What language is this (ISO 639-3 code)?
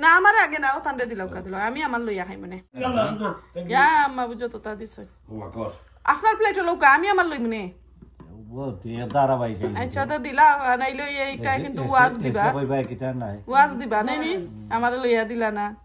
syl